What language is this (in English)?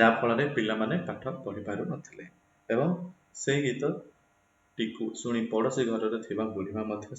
Odia